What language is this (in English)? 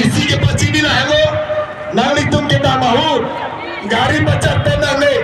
Karbi